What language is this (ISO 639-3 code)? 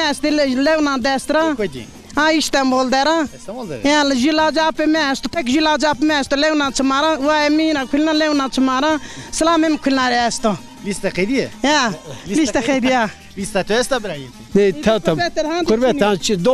zza